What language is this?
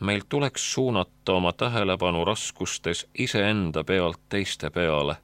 Estonian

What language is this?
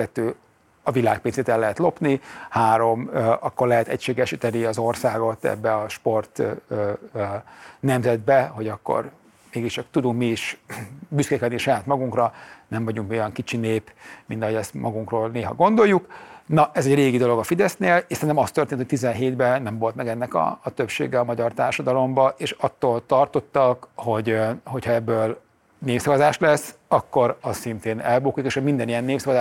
Hungarian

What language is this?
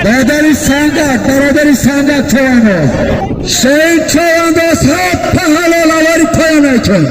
Tajik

